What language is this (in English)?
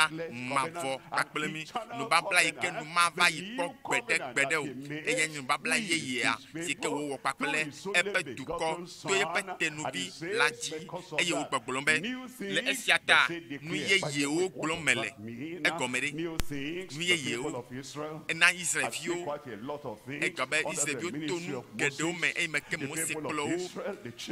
Ewe